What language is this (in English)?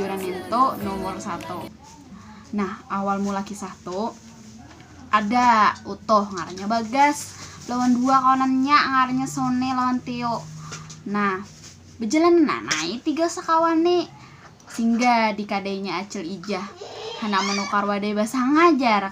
Banjar